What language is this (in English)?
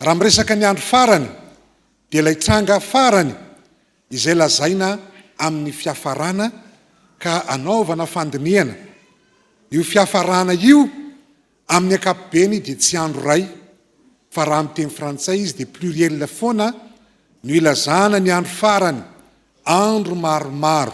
Malagasy